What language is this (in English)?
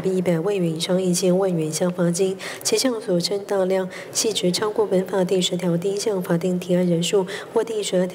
Chinese